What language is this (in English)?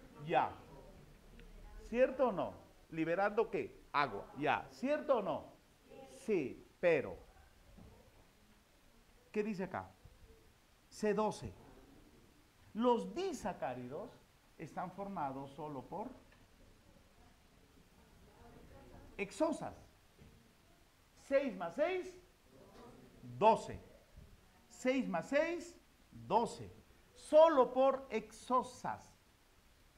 Spanish